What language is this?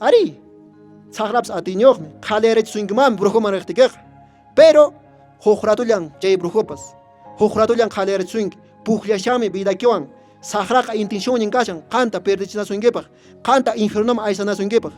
Quechua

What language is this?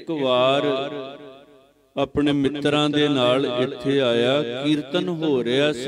Punjabi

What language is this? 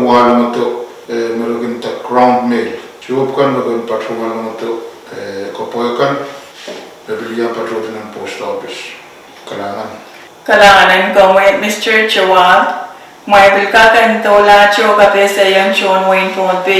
Pohnpeian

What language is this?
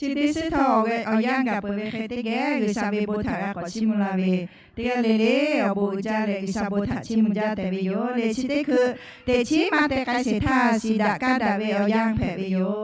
Lahu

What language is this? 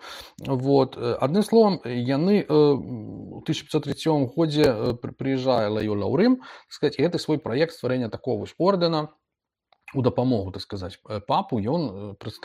Belarusian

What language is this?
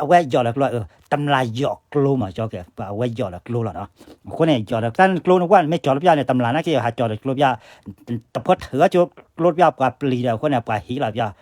S'gaw Karen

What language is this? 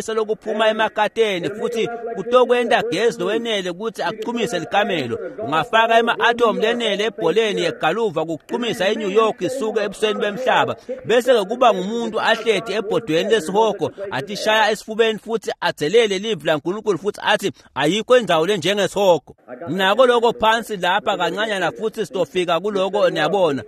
Swati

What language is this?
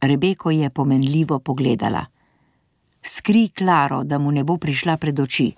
Slovenian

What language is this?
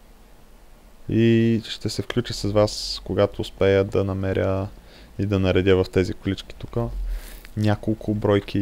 Bulgarian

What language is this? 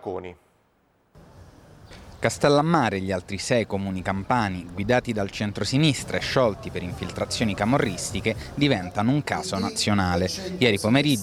Italian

